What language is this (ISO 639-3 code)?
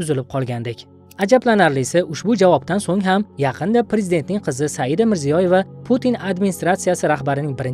uzb